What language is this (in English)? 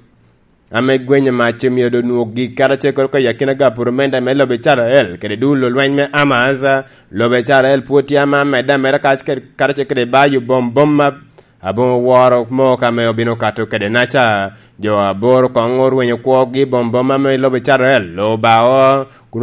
Lango (Uganda)